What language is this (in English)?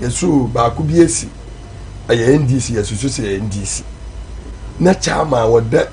Akan